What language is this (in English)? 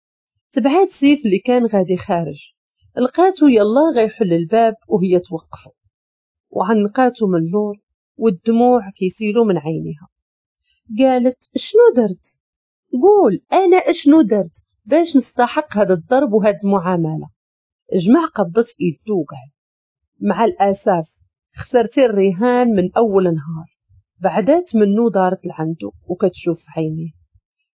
Moroccan Arabic